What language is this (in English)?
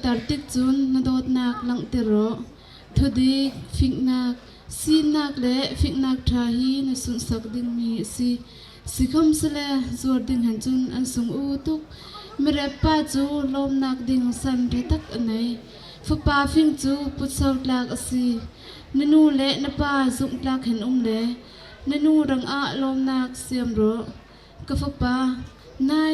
Bawm Chin